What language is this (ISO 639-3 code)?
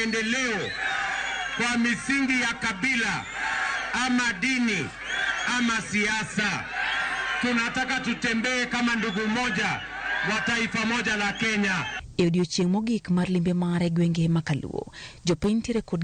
luo